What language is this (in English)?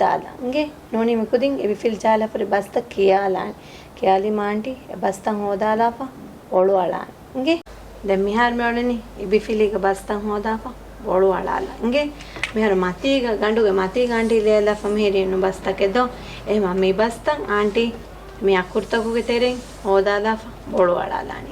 Divehi